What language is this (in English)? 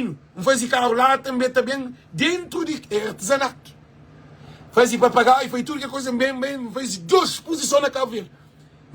Kabuverdianu